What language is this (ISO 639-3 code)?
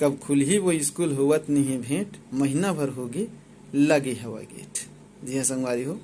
hne